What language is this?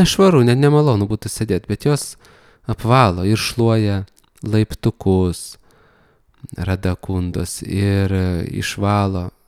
Lithuanian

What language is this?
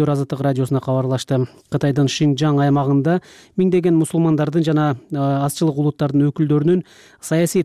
Kyrgyz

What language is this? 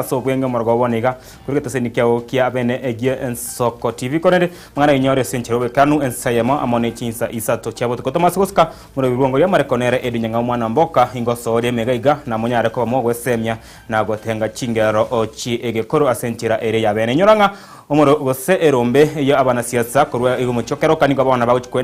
Gusii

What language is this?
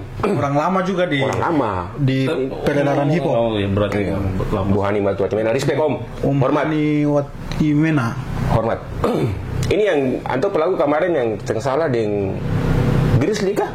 Ambonese Malay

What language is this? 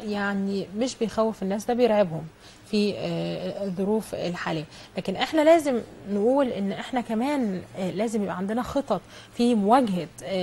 Egyptian Arabic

